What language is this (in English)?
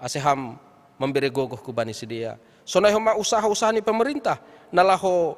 Batak Simalungun